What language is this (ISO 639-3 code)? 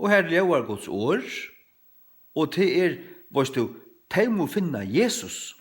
fao